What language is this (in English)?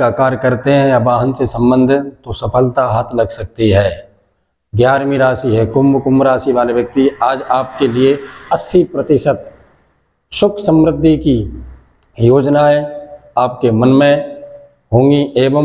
Hindi